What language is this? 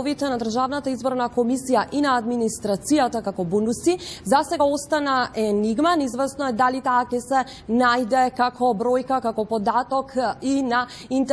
Macedonian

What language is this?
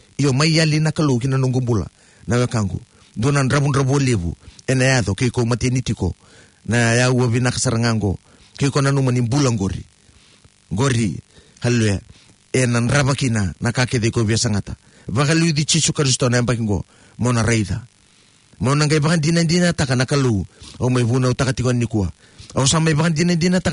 Fijian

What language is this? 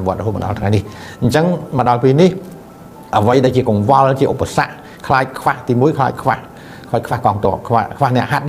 Khmer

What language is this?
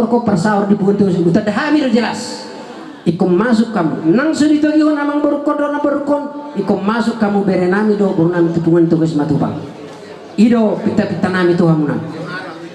Batak Toba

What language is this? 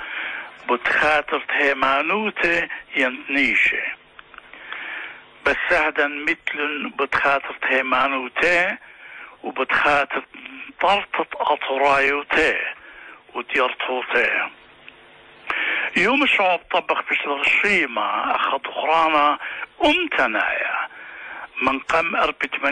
Assyrian Neo-Aramaic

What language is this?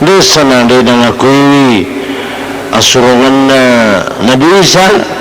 Buginese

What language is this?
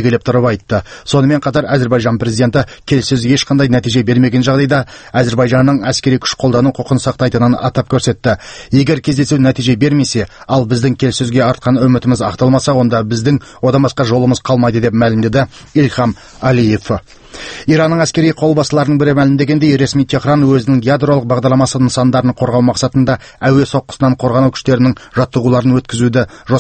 Kazakh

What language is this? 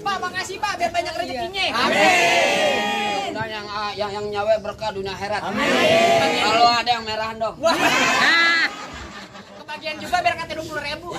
Betawi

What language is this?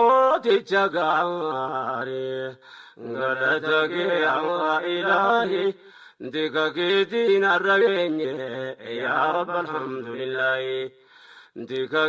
Oromo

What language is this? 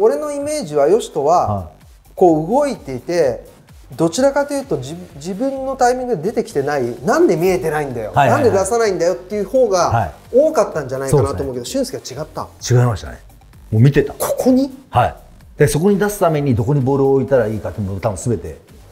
Japanese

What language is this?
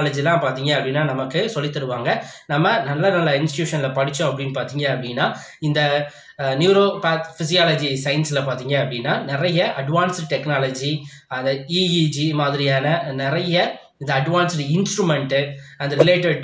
Tamil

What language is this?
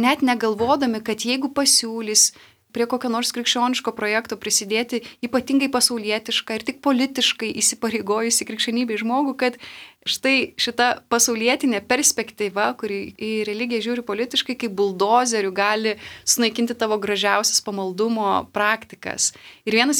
Lithuanian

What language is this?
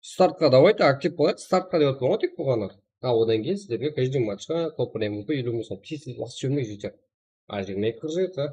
Kara-Kalpak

